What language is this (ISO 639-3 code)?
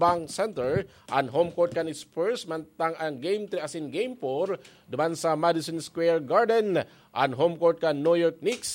bik